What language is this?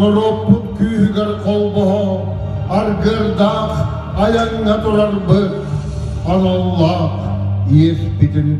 Yakut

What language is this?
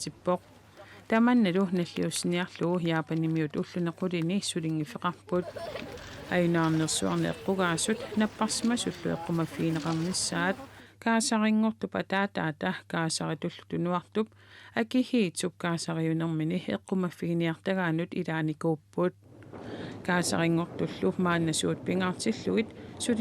Kalaallisut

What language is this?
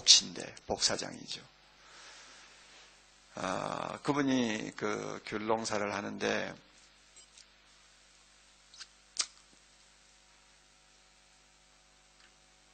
Korean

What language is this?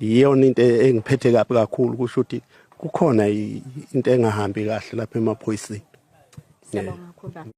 Zulu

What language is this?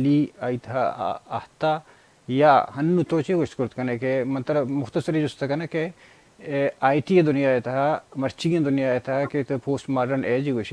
Baluchi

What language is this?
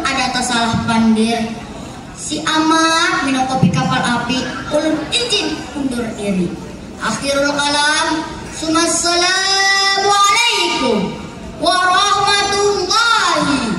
Banjar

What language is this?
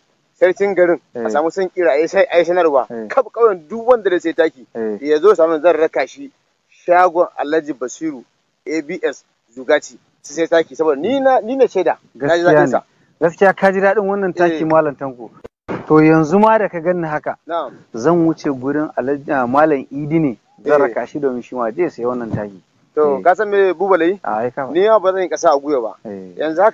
Hausa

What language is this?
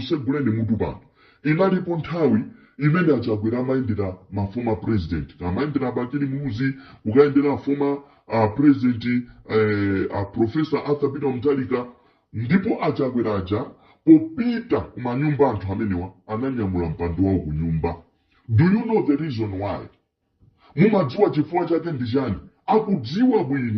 Nyanja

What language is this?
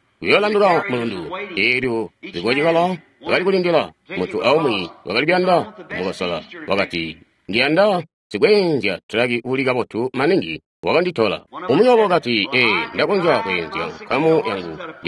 Tonga (Zambia)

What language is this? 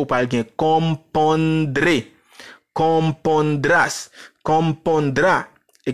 Haitian Creole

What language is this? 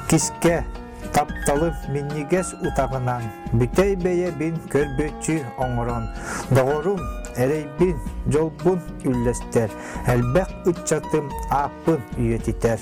Yakut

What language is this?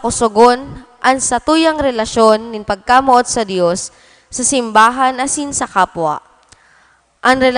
Bikol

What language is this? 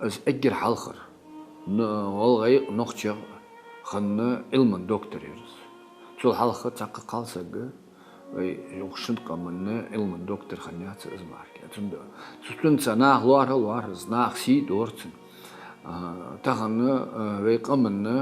Ingush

